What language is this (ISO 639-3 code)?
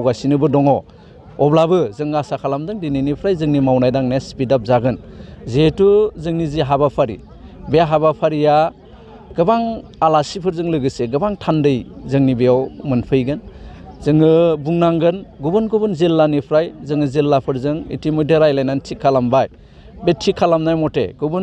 brx